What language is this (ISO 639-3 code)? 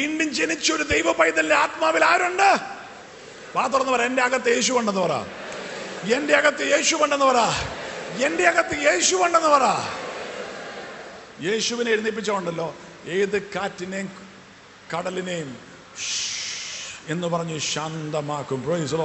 mal